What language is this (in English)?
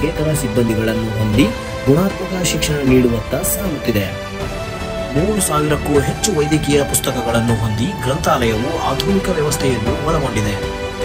Kannada